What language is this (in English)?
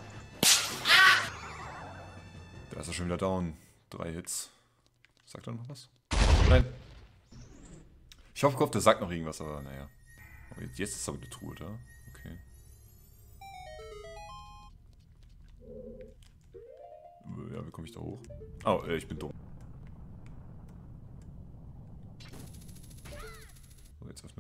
German